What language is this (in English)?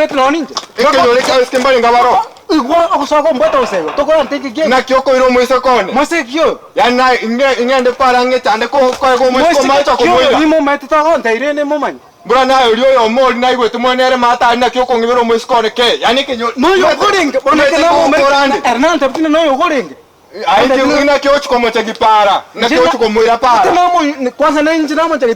Gusii